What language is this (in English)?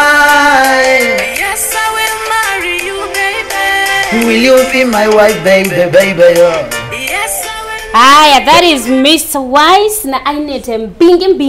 Kamba